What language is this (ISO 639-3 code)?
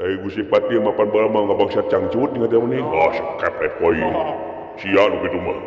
sun